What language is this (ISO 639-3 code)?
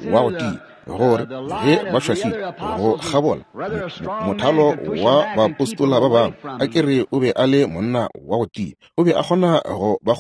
nso